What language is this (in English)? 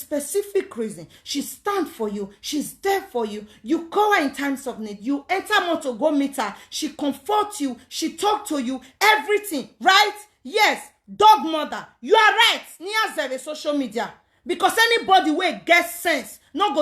Nigerian Pidgin